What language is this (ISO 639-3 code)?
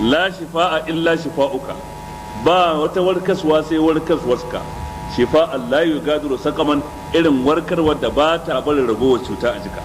hau